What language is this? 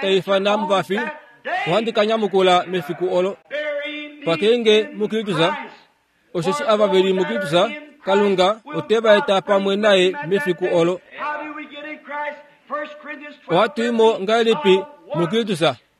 Kuanyama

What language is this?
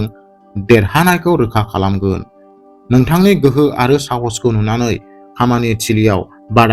Bodo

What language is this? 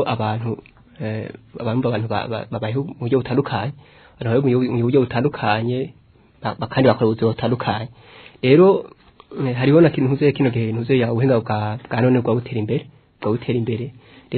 Rundi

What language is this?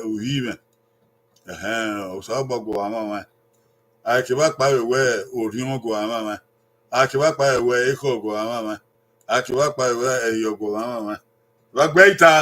Bini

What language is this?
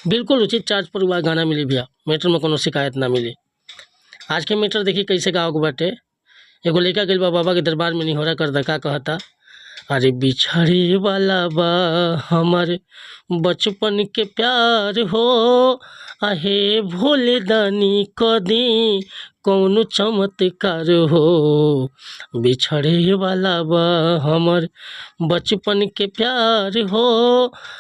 Bhojpuri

